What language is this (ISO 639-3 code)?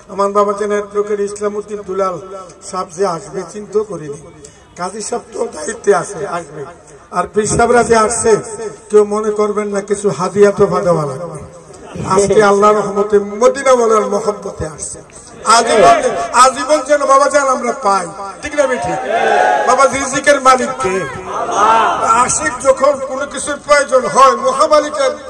ben